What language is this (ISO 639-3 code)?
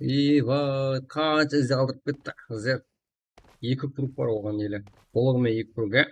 kaa